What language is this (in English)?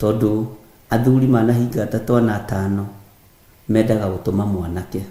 Kikuyu